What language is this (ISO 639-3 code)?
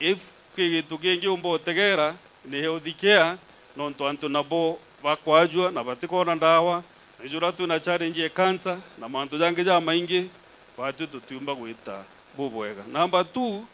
mer